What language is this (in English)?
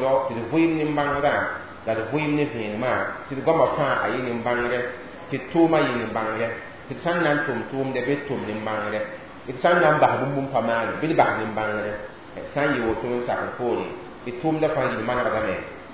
Mossi